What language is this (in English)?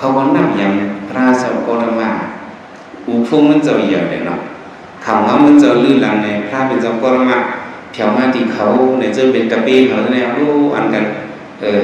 Shan